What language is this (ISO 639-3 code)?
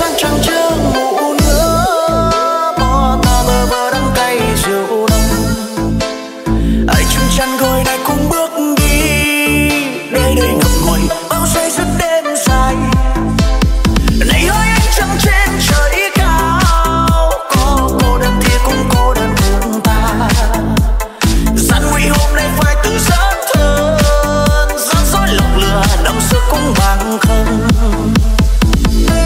vie